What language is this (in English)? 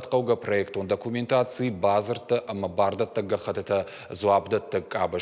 Ossetic